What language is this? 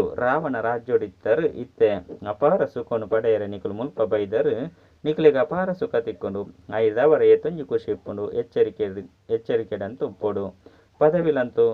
Tulu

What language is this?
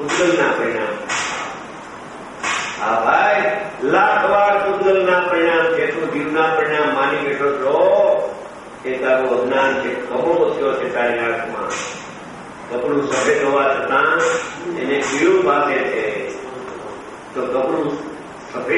Gujarati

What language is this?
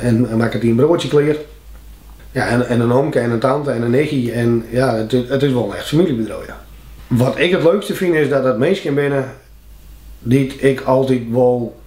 Western Frisian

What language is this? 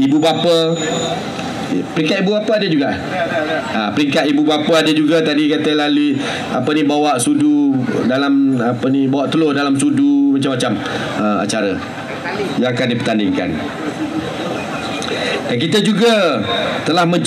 Malay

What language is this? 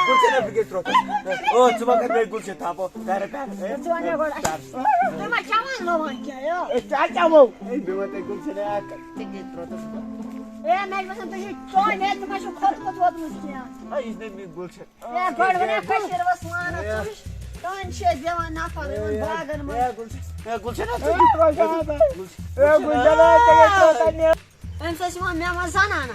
Kashmiri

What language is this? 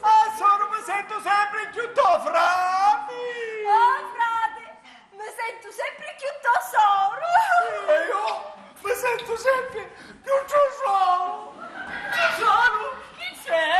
Sicilian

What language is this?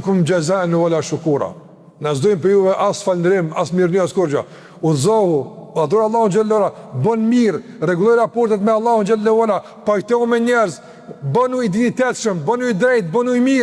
Albanian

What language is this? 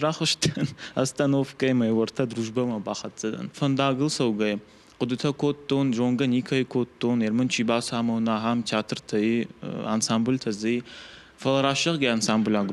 Ossetic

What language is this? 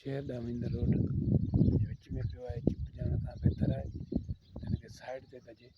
Sindhi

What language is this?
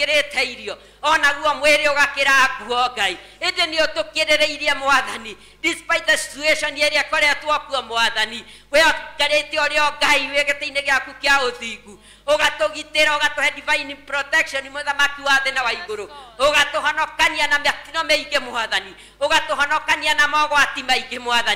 Kikuyu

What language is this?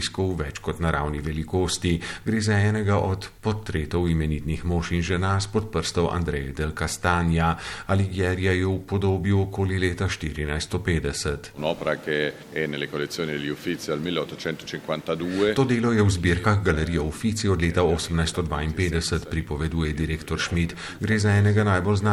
Slovenian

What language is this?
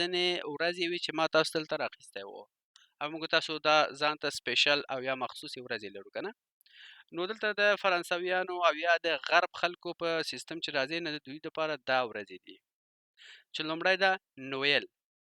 Pashto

